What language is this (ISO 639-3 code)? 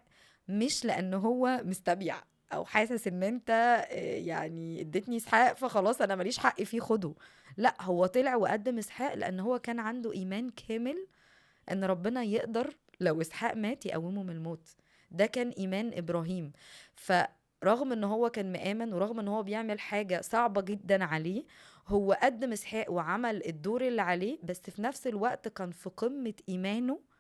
arz